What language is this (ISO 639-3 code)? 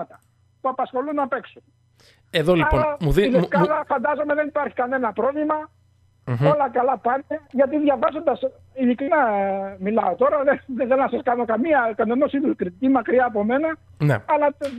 ell